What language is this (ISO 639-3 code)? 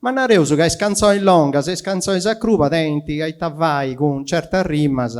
srd